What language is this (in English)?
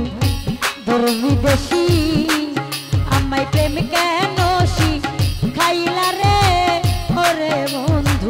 Bangla